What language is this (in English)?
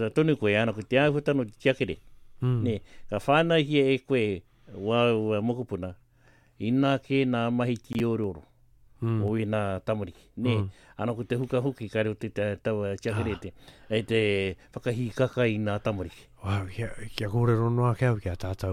Māori